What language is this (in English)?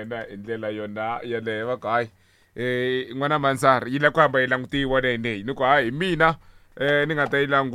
Tsonga